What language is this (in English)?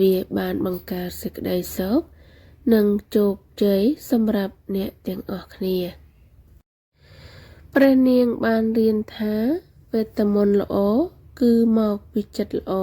Khmer